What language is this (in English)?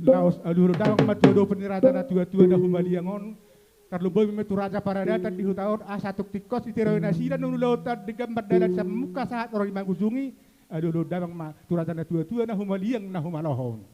Batak Toba